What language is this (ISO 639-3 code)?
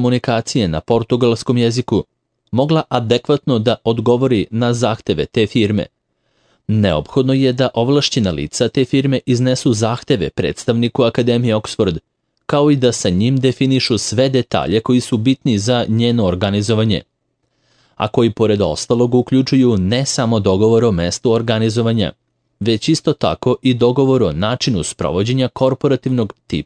srp